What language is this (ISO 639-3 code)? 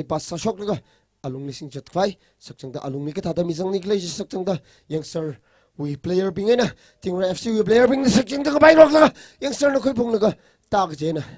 nmf